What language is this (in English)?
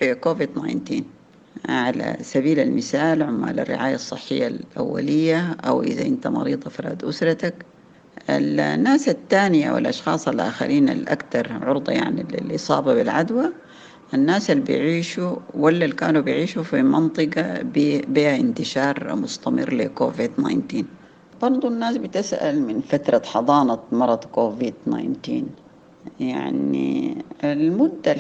Sudanese Arabic